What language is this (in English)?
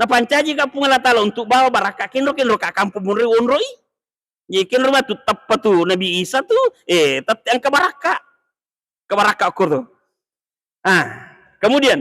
Buginese